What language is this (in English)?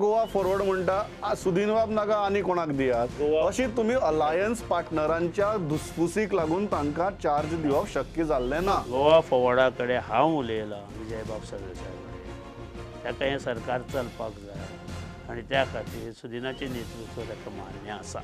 Konkani